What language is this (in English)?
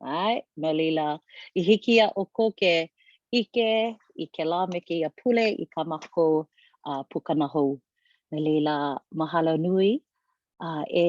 Hawaiian